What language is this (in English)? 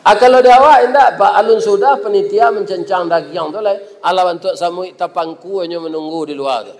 Minangkabau